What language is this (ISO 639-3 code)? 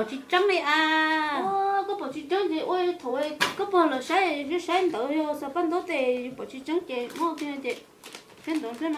hmn